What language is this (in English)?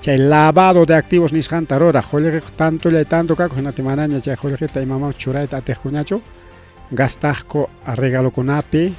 Ayacucho Quechua